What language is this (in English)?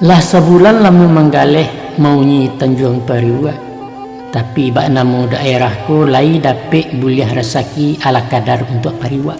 Minangkabau